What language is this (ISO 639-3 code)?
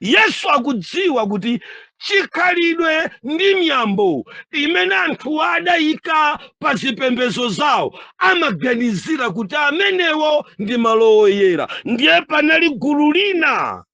nya